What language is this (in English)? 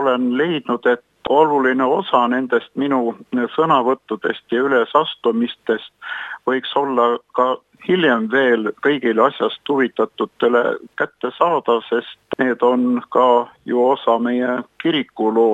Estonian